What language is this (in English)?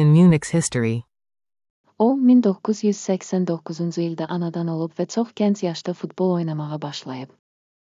Azerbaijani